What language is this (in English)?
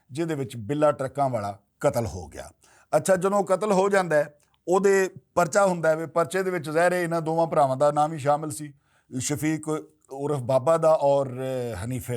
Western Panjabi